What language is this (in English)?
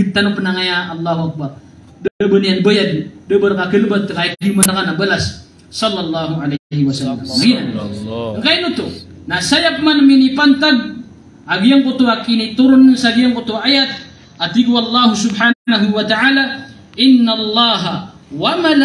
Maranao